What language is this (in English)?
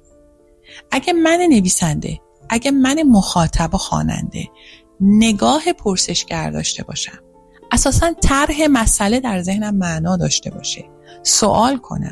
Persian